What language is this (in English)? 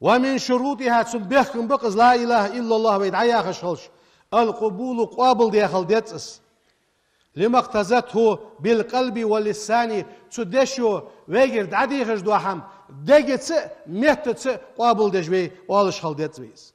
Ingush